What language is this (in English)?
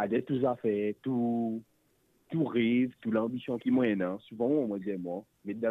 Morisyen